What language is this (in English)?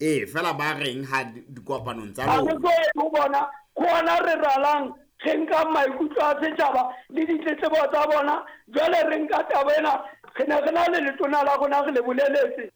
Southern Sotho